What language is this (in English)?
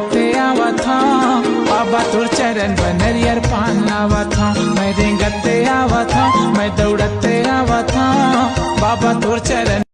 Chhattisgarhi